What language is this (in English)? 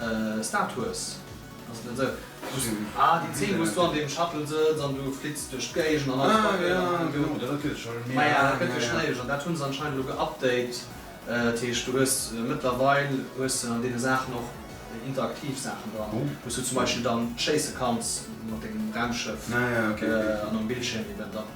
Luxembourgish